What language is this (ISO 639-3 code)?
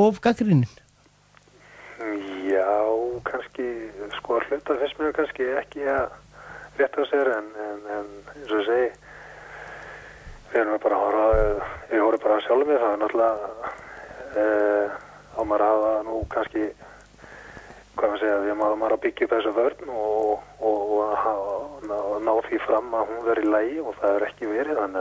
isl